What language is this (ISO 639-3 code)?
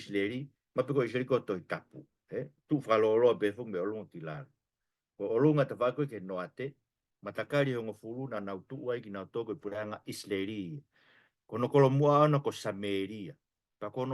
ton